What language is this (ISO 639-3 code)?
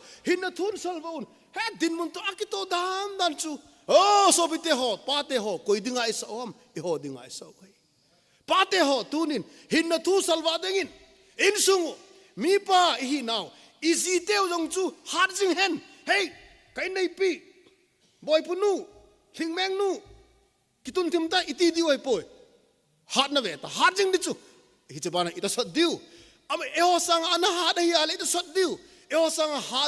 tcz